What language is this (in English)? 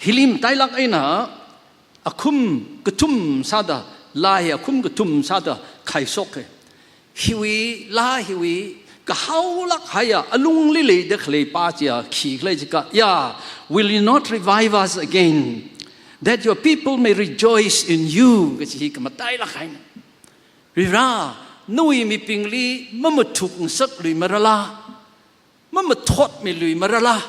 Tangkhul Naga (India)